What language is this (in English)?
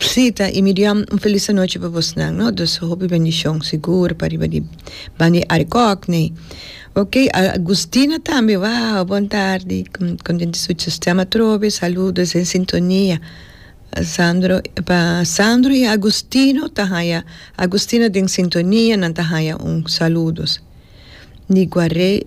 Papiamento